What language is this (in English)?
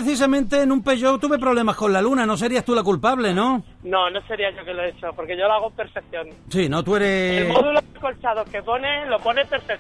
Spanish